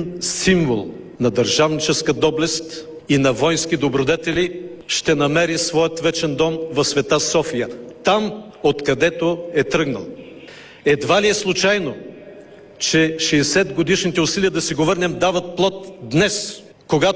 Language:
Bulgarian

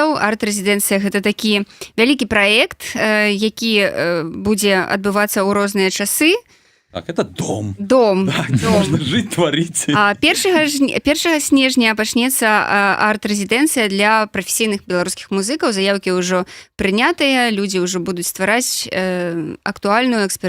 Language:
Belarusian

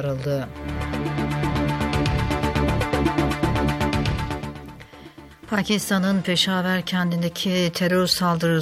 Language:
Turkish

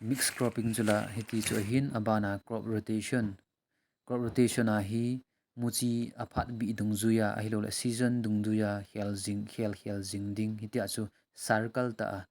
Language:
Thado Chin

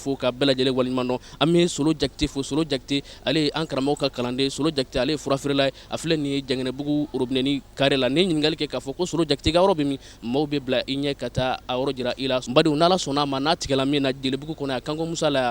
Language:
Bambara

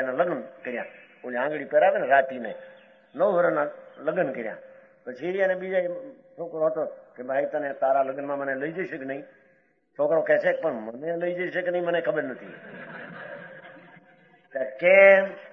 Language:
Gujarati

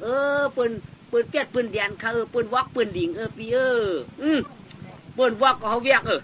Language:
Shan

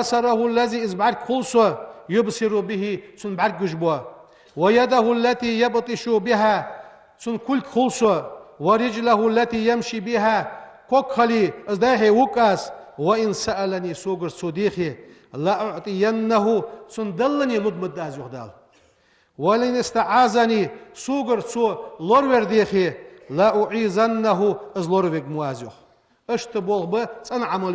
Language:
Ingush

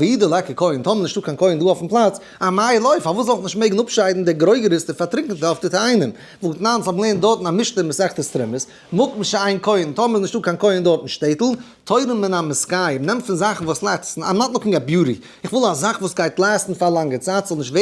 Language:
Yiddish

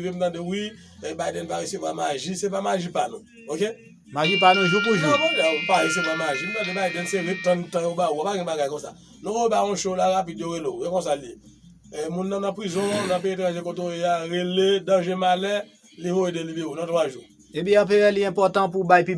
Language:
Haitian Creole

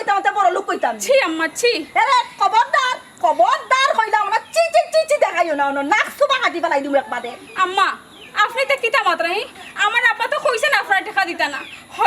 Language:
Sylheti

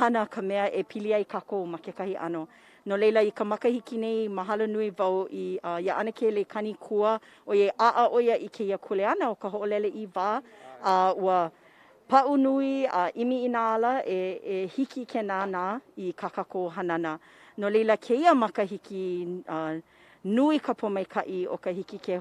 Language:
Hawaiian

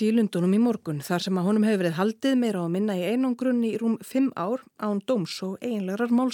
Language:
Icelandic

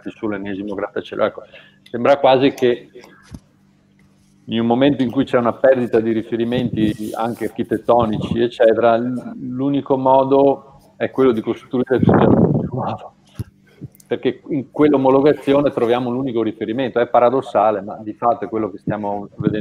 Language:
Italian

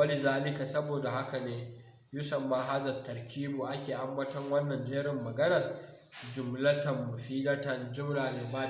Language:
Hausa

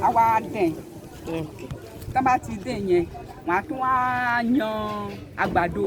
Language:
Yoruba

